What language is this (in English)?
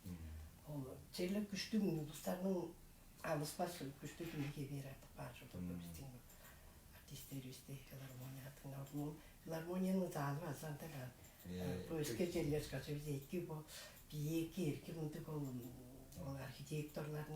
Tuvinian